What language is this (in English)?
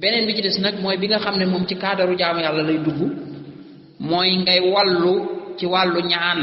Wolof